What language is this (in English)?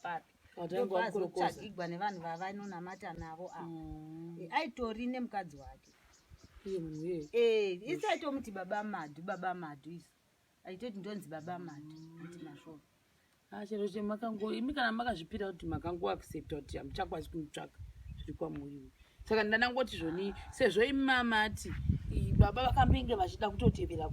Shona